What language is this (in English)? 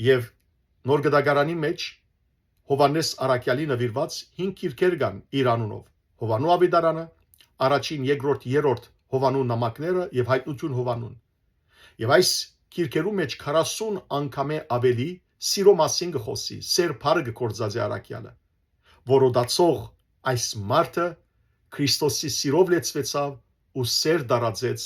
Western Armenian